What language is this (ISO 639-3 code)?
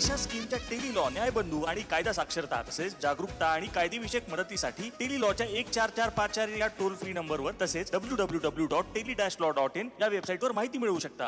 mar